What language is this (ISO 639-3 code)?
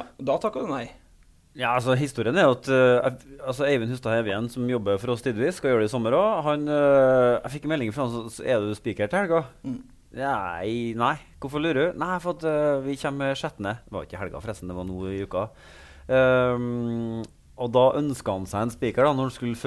nor